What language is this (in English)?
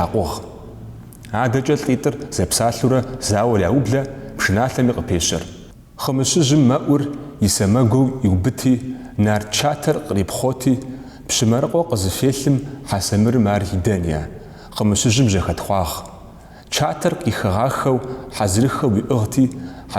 Kabardian